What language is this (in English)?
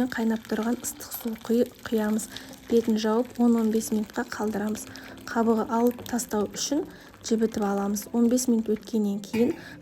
Kazakh